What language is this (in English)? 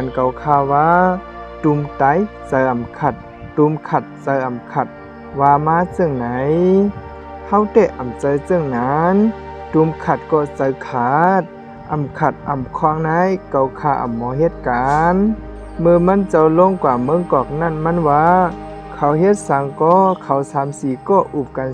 Shan